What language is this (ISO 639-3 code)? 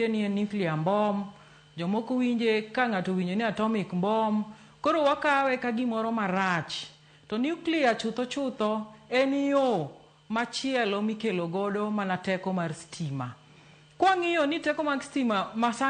luo